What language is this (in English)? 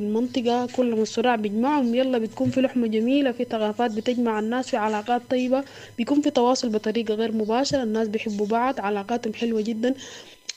Sudanese Arabic